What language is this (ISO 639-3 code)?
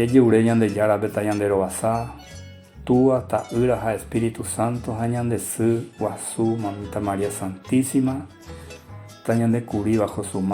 grn